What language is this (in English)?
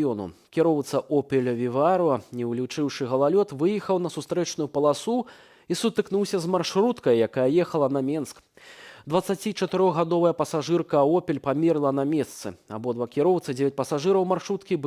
Belarusian